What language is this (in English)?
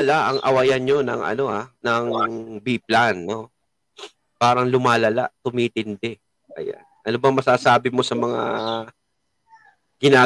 Filipino